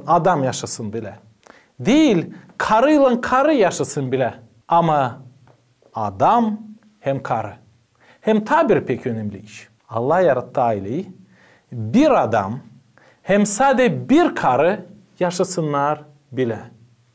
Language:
Gagauz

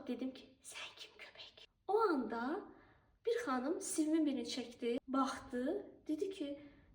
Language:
Azerbaijani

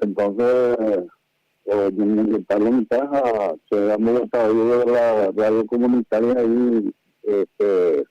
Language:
Guarani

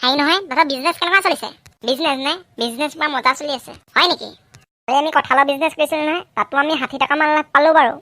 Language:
Assamese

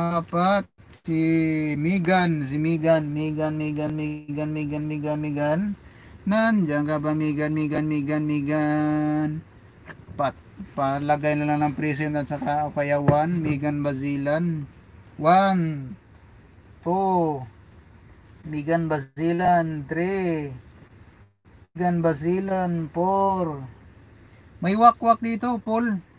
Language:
Filipino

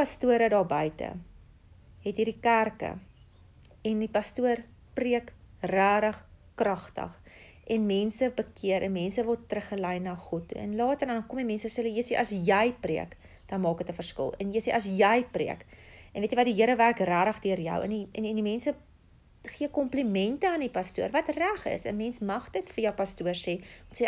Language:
Afrikaans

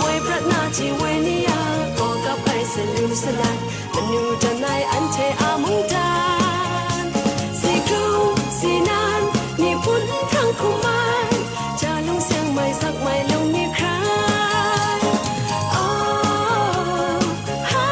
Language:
Kachin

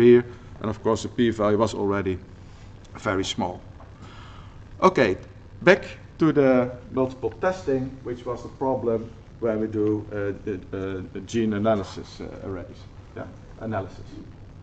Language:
English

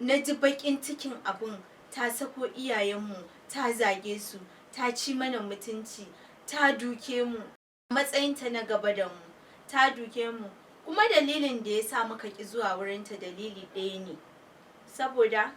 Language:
Hausa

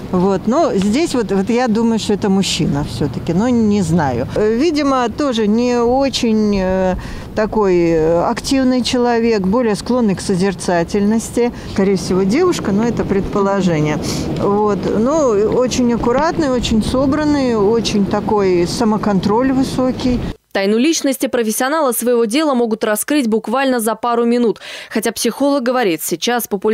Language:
Russian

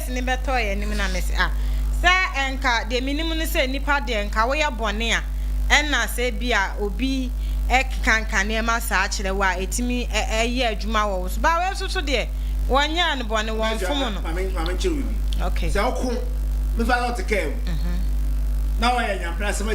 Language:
Akan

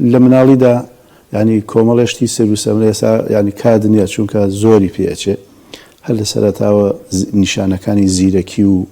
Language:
Central Kurdish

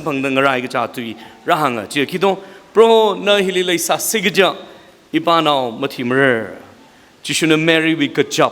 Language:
Tangkhul Naga (India)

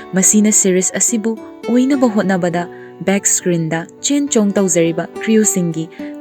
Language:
Manipuri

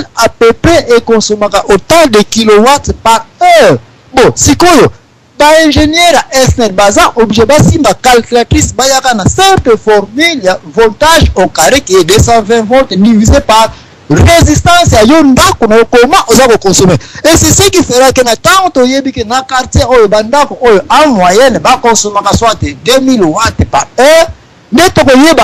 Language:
Lingala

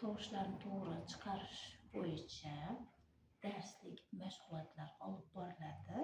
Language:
Uzbek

